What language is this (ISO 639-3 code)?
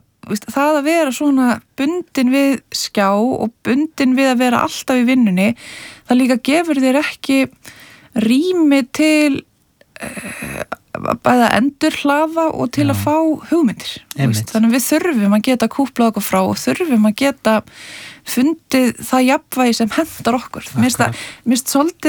isl